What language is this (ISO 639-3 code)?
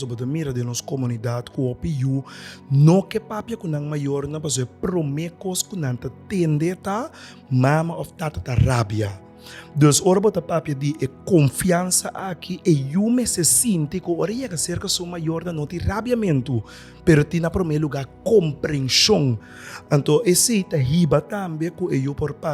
pap